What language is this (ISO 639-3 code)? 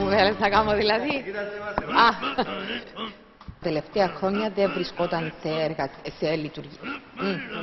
ell